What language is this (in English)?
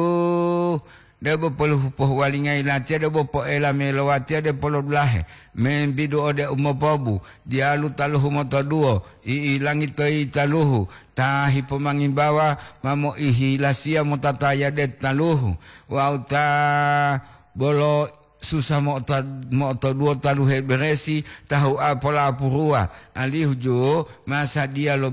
Gorontalo